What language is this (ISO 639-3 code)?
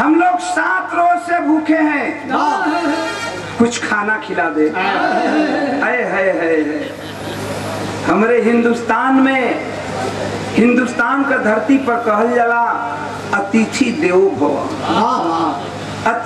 bho